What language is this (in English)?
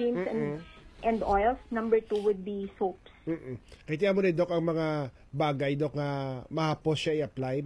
Hiligaynon